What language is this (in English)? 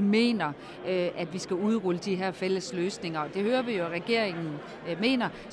Danish